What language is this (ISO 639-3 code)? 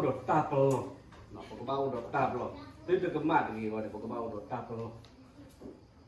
ksw